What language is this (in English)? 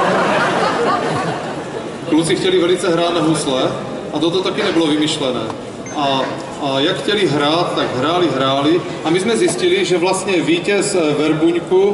Czech